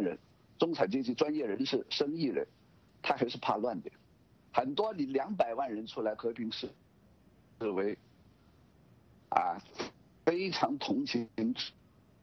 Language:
Chinese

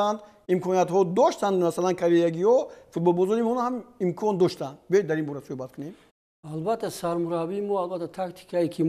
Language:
Tajik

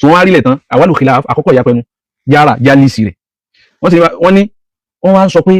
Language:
Yoruba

